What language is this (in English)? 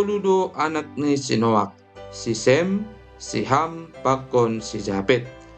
Batak Simalungun